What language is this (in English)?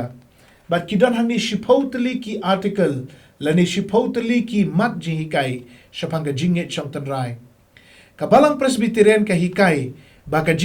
Khasi